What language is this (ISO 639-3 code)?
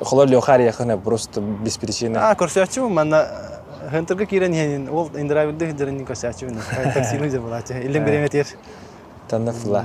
sah